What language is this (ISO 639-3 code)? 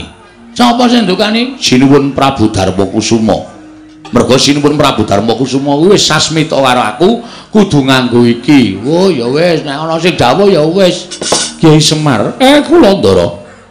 jav